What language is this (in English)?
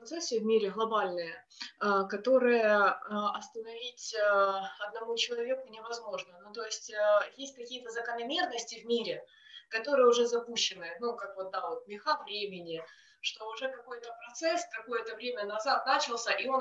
Russian